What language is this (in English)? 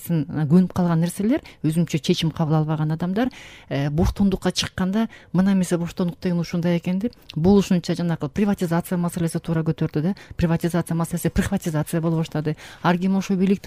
Kyrgyz